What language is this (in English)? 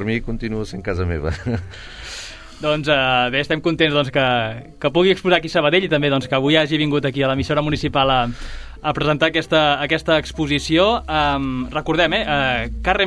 Catalan